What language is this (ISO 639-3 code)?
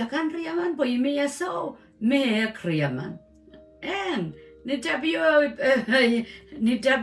pon